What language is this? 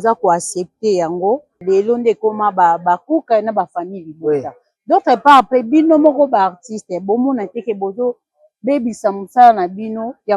Lingala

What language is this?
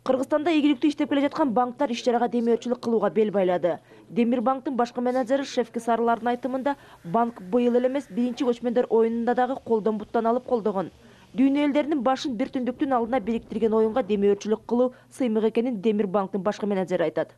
Kyrgyz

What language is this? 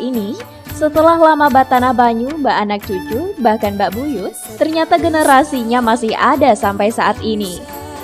Banjar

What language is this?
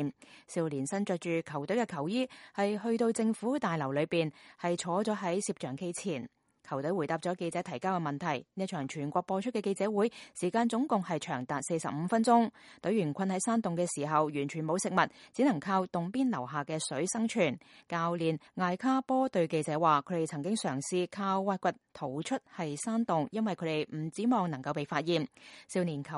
Cantonese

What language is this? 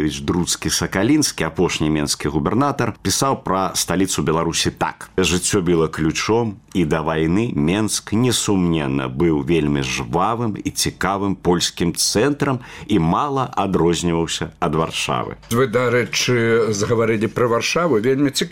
Belarusian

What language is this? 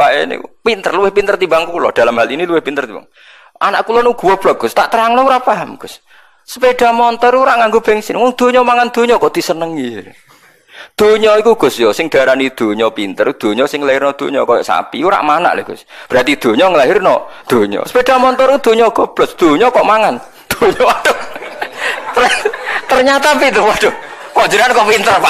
Javanese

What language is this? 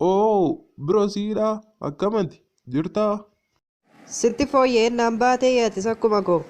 Oromo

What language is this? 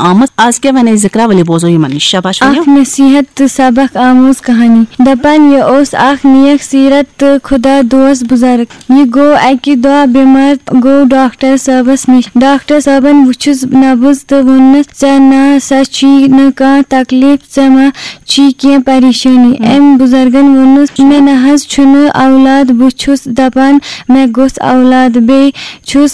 Kashmiri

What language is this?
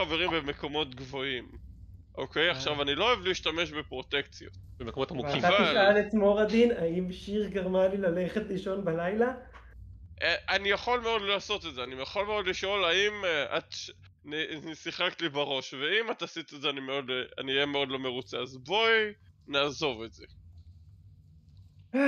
Hebrew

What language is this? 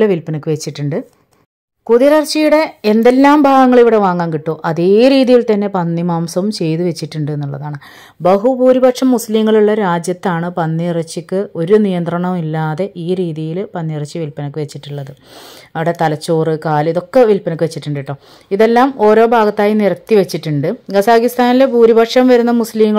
Malayalam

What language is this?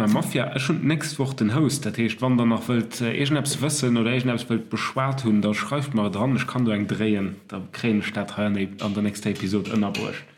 Luxembourgish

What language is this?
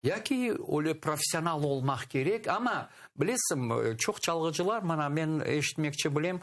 Crimean Tatar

